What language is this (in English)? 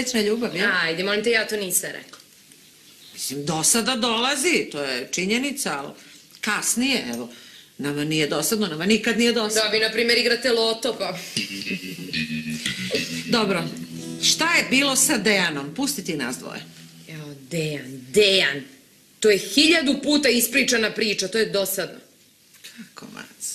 Serbian